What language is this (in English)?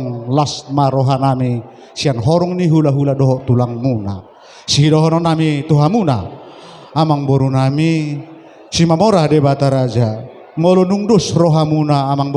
Batak Toba